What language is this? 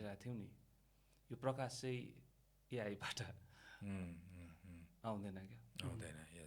Nepali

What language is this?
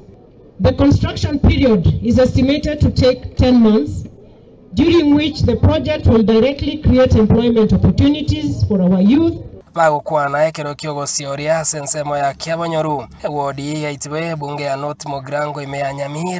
Gusii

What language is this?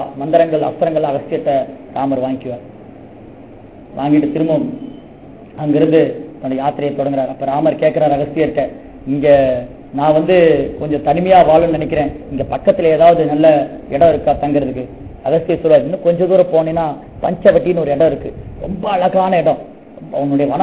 Tamil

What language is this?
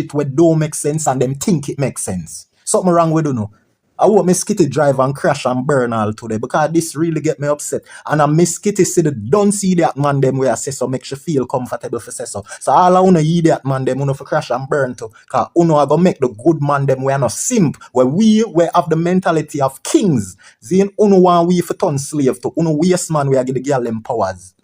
Jamaican Creole English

